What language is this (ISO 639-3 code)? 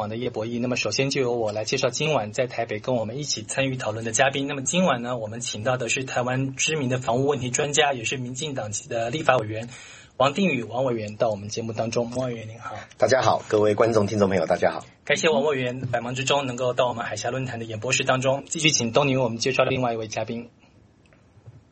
zho